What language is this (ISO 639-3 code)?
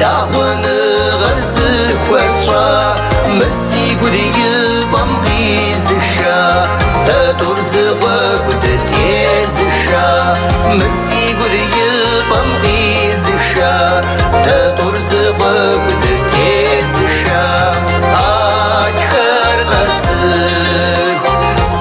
kbd